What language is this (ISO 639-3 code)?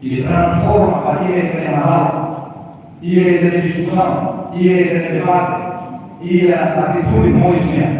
tet